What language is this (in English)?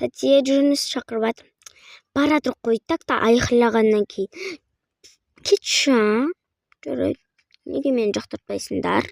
Kazakh